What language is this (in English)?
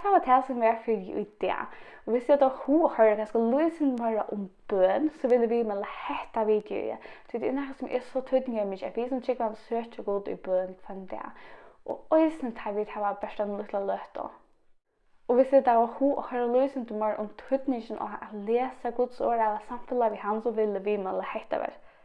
Faroese